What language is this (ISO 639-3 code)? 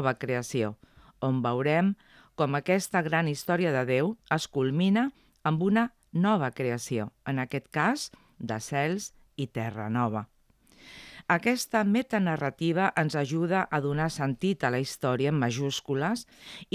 cat